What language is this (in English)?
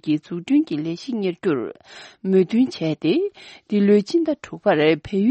Tibetan